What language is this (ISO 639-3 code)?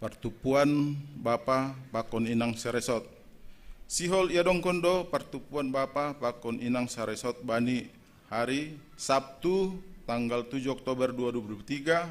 bts